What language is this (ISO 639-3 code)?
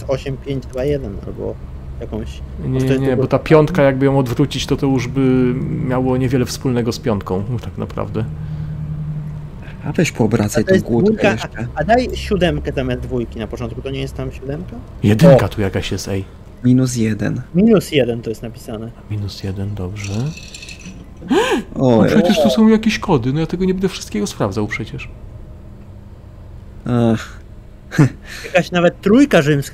pol